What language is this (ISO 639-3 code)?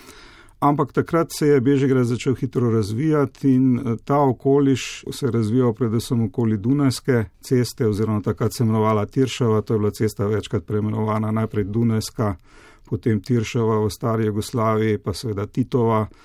slv